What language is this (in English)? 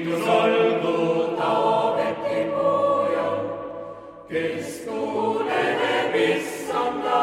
Estonian